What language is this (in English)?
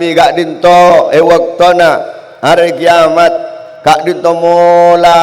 Madurese